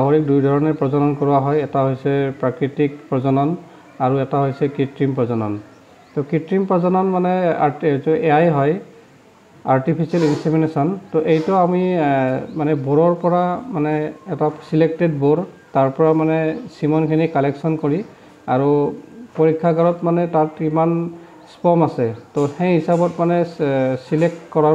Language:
Assamese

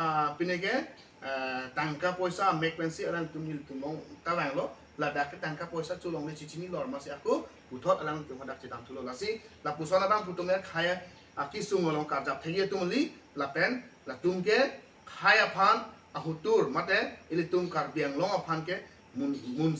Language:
Karbi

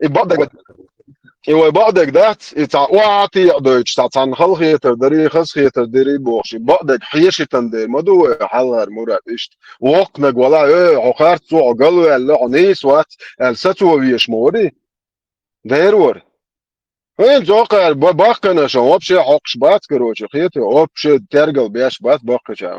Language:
Chechen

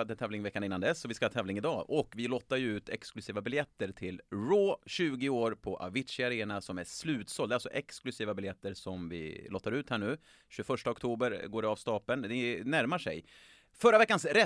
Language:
Swedish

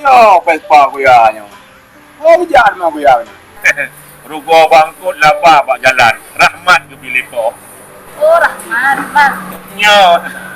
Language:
Achinese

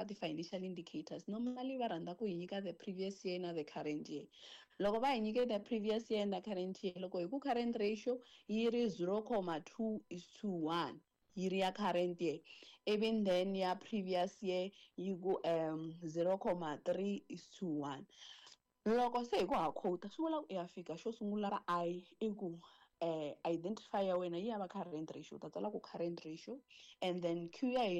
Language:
Tsonga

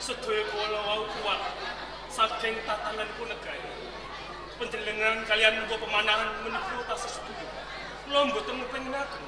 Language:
Javanese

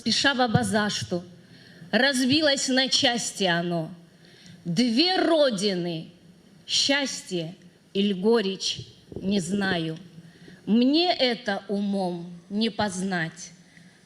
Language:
Abkhazian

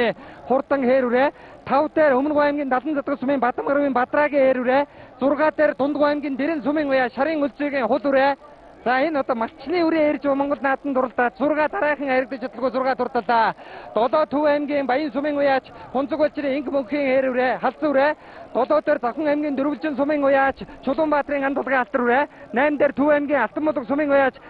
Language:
Mongolian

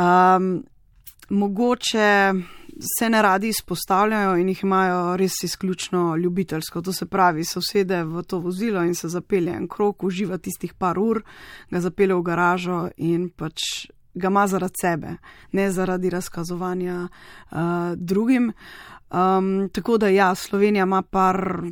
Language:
Slovenian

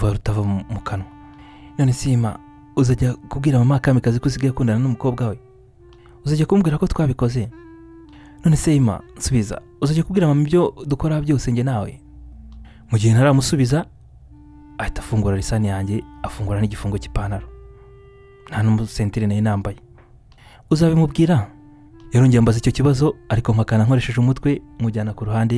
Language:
Kinyarwanda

